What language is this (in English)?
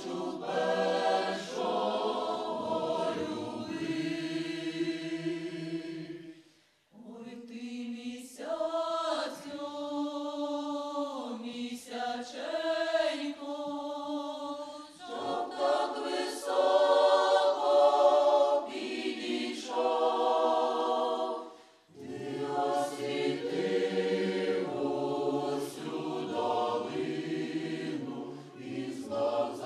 Ukrainian